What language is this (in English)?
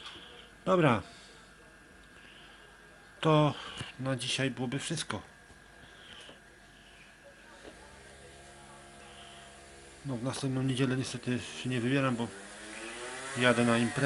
Polish